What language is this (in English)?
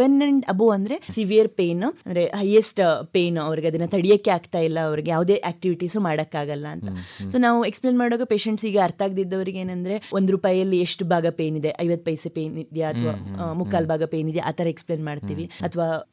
Kannada